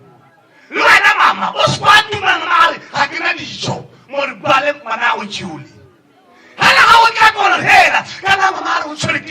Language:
Tswana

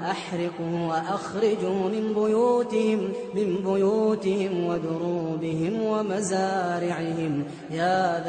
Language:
Arabic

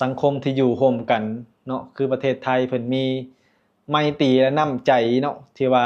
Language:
Lao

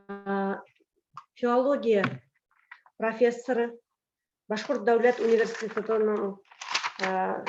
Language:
Bashkir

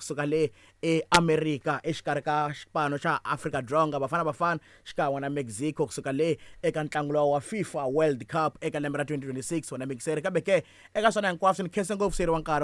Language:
Tsonga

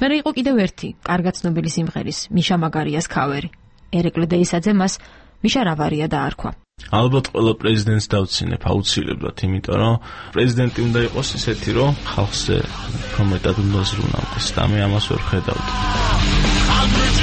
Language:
Georgian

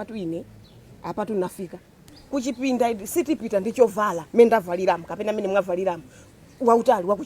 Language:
Nyanja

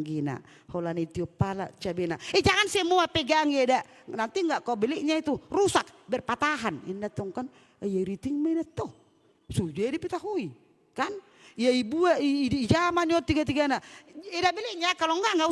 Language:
Batak Toba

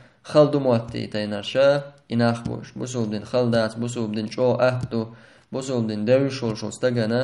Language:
Chechen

